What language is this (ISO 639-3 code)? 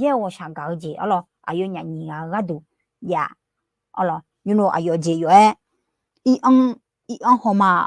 ahk